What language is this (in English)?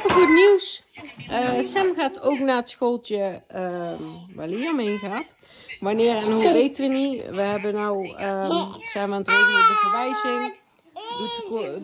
Dutch